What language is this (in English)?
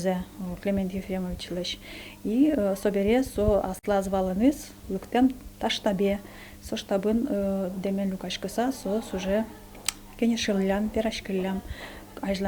Udmurt